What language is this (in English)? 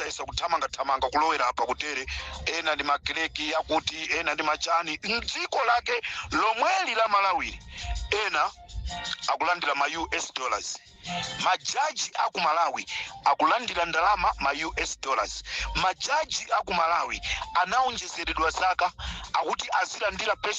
Nyanja